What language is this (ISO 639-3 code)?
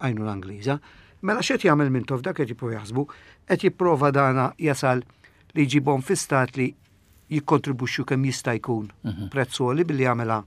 mlt